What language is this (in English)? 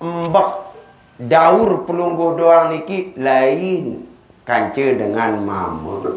Sasak